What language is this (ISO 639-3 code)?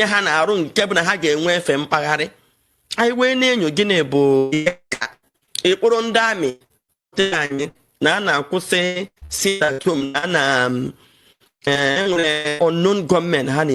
ibo